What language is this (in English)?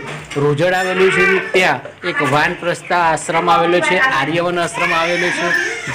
Gujarati